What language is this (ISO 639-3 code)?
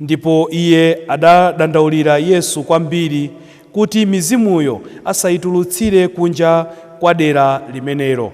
nya